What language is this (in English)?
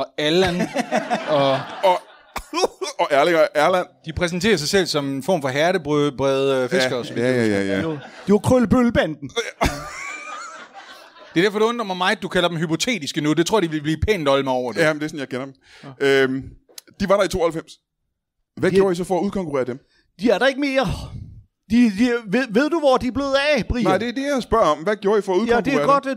Danish